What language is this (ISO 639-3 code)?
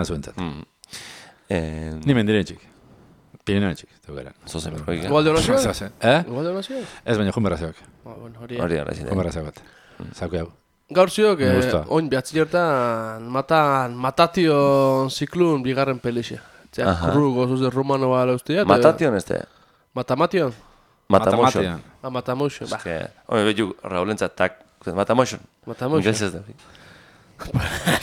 eus